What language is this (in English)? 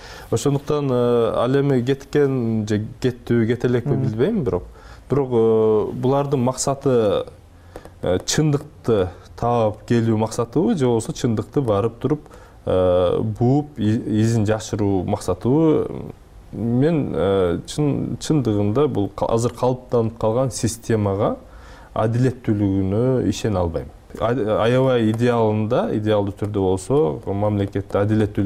Kyrgyz